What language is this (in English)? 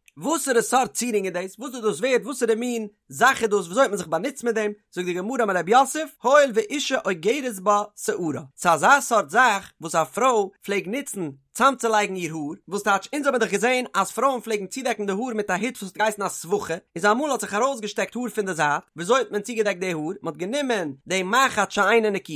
Yiddish